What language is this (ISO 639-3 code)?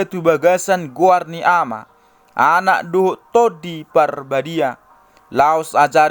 bbc